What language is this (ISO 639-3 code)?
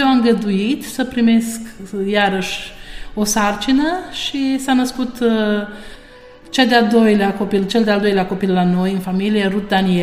ron